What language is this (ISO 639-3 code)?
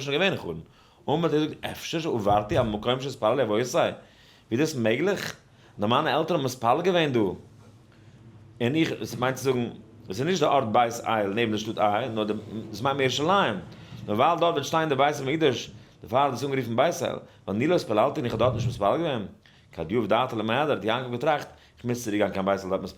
yid